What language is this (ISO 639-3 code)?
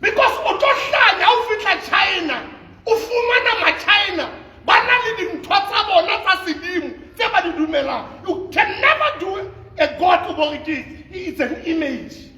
sot